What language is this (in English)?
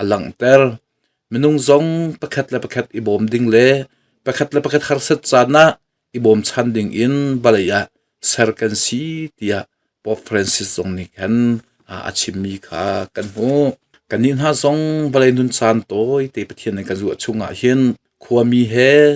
Hakha Chin